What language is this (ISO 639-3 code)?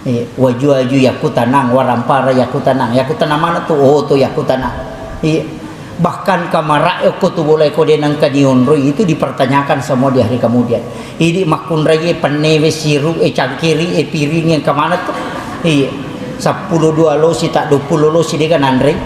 bug